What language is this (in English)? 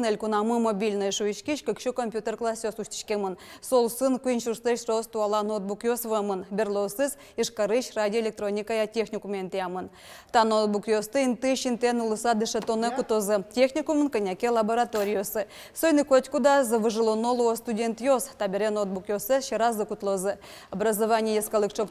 Udmurt